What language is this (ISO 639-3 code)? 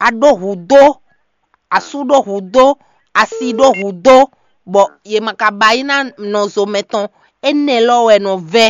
fon